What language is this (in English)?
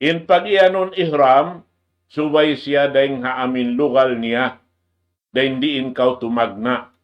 Tausug